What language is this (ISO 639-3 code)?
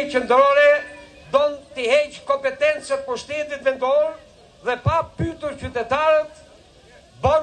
sqi